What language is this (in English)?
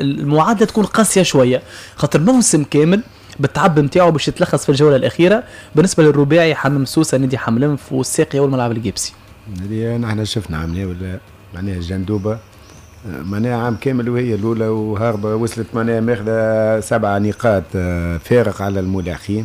Tunisian Arabic